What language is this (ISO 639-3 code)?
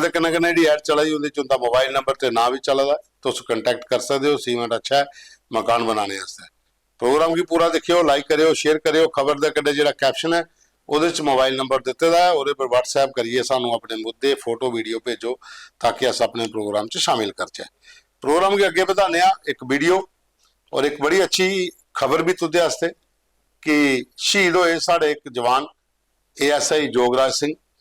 doi